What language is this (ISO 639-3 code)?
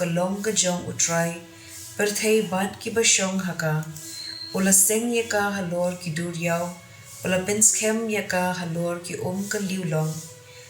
kha